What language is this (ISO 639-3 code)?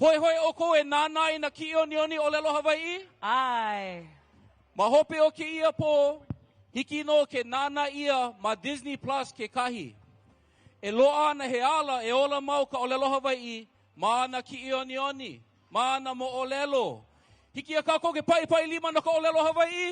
haw